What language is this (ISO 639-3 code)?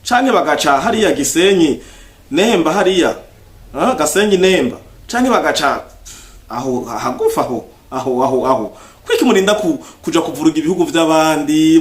run